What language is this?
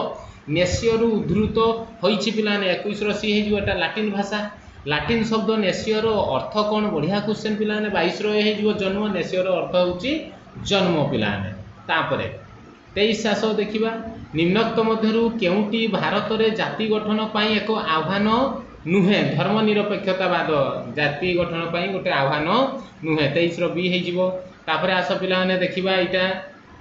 Odia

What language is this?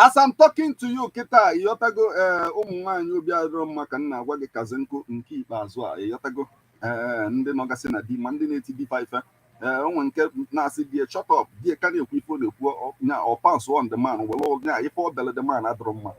Igbo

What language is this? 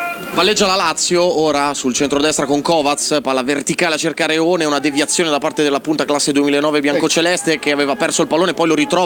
Italian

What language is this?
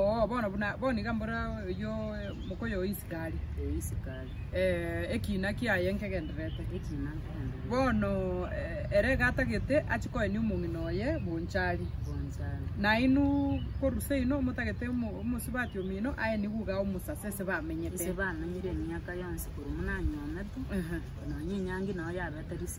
Gusii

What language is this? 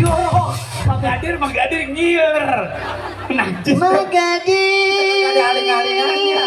Betawi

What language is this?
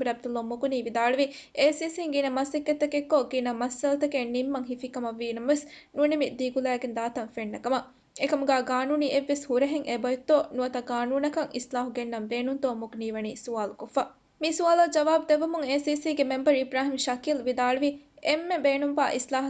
Divehi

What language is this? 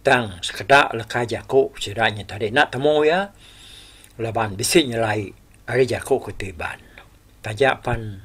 Iban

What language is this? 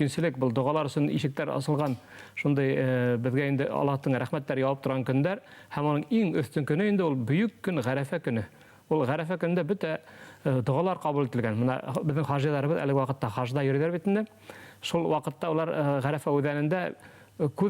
Bashkir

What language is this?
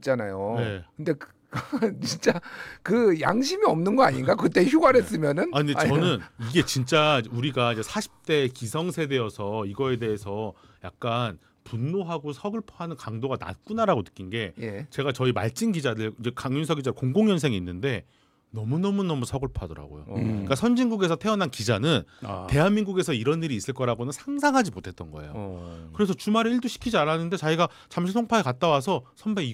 Korean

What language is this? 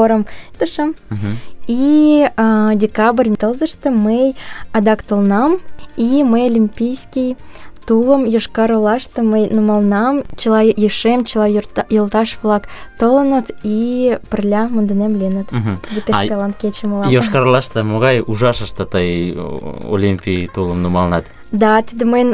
Mari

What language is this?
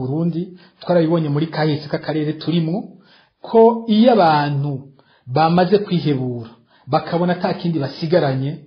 Rundi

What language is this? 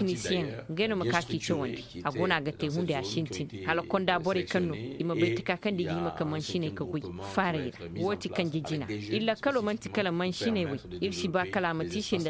Zarma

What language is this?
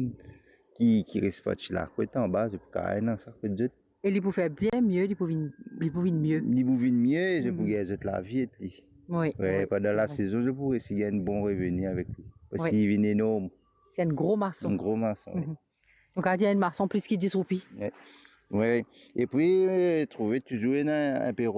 Morisyen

